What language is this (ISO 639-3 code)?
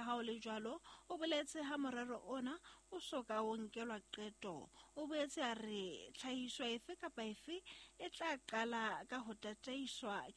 sot